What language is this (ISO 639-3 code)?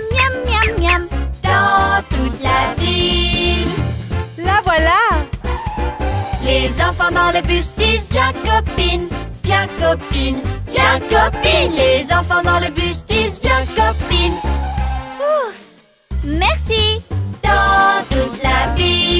fra